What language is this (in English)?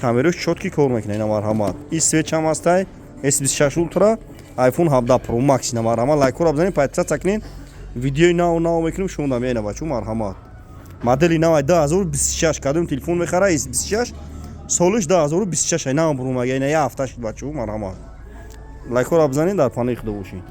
Tajik